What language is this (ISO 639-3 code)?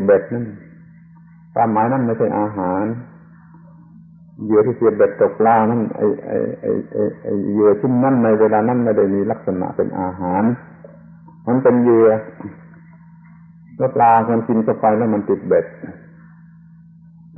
tha